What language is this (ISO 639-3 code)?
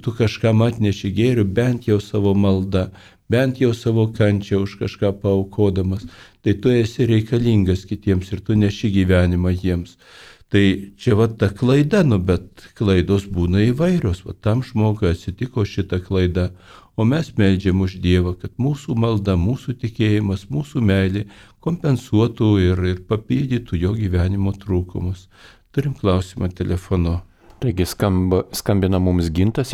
lit